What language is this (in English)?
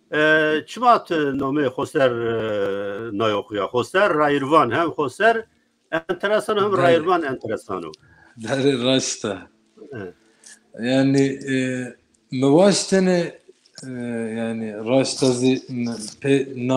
Zaza